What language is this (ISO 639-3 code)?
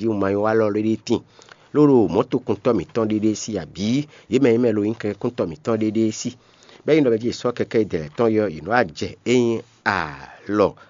fon